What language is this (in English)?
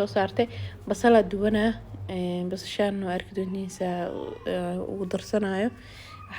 Somali